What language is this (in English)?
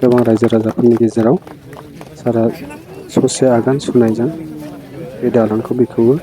Bodo